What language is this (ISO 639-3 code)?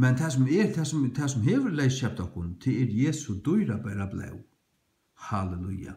fao